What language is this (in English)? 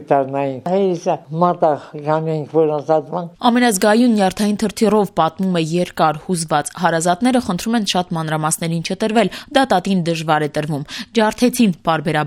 Armenian